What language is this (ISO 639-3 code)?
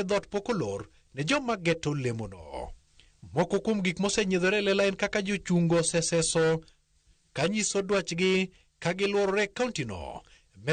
luo